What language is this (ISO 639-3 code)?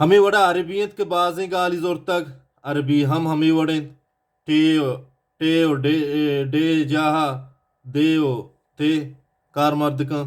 bal